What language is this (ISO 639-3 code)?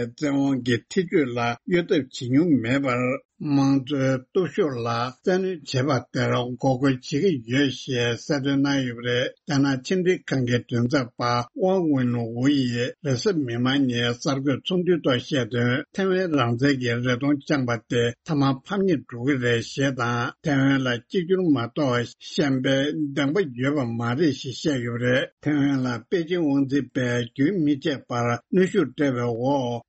bod